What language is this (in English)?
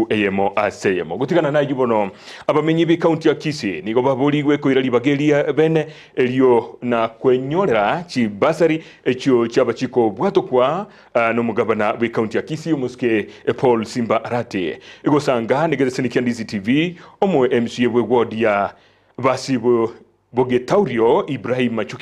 Gusii